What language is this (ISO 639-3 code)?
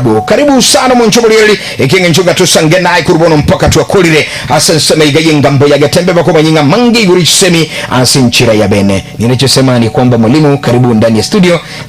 guz